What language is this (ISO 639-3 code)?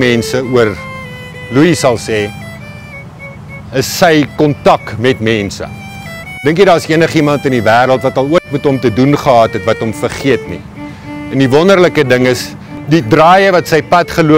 afr